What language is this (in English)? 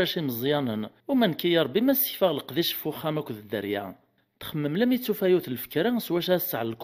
Kabyle